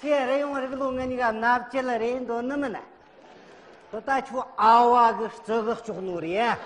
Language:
Amdo Tibetan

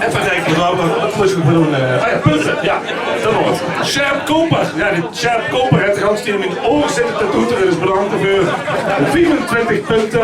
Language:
Limburgish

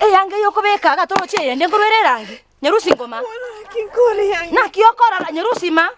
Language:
Gusii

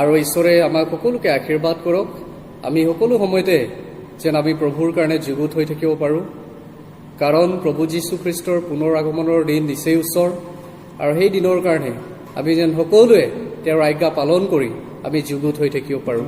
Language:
Assamese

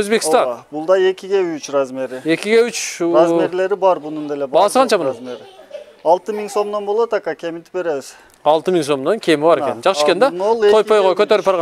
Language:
Kyrgyz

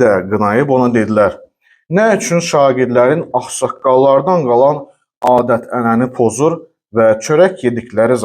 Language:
Azerbaijani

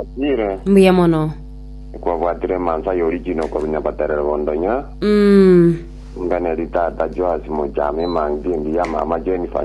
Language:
Gusii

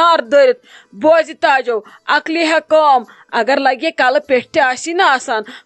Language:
Kashmiri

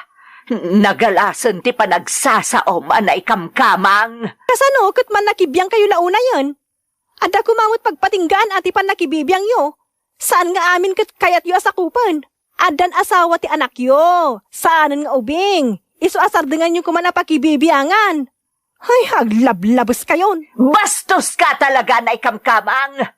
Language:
Iloko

